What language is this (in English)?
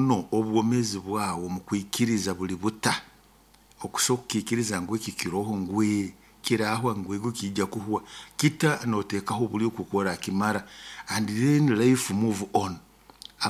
Nyoro